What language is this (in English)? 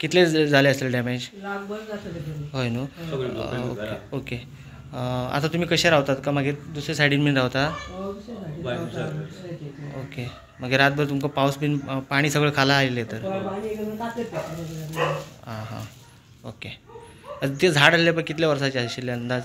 Konkani